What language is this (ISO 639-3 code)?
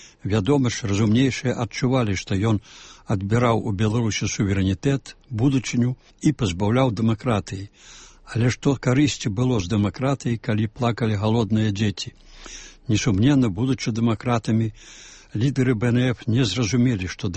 bel